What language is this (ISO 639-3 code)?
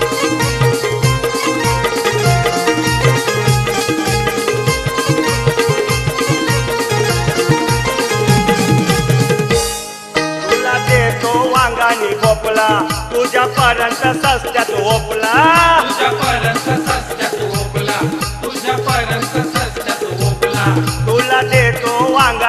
mar